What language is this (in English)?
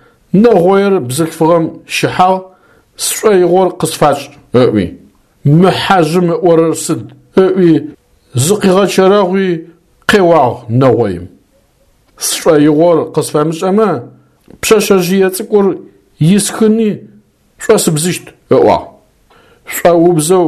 Adyghe